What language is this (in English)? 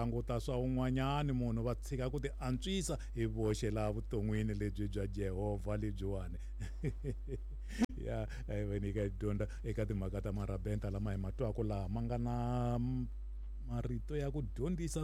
Tsonga